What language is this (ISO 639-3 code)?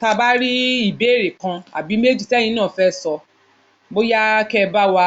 yor